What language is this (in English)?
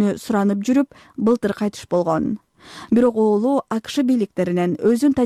Kyrgyz